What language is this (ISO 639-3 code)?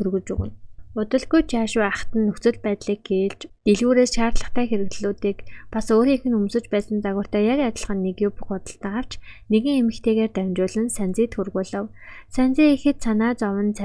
mon